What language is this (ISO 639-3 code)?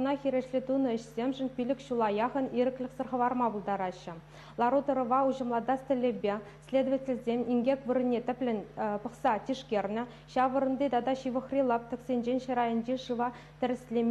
chv